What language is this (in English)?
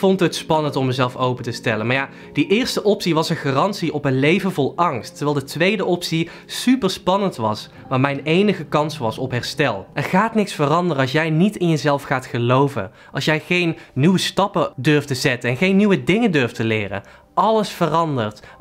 Dutch